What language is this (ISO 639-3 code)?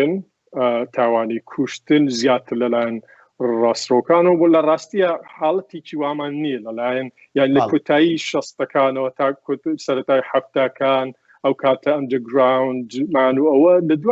ckb